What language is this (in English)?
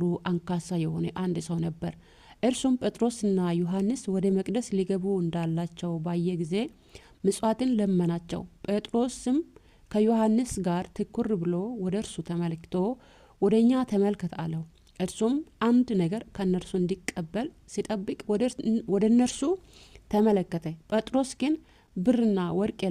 Amharic